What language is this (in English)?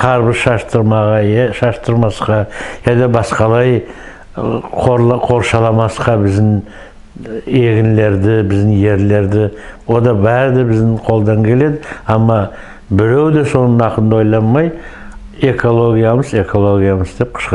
Nogai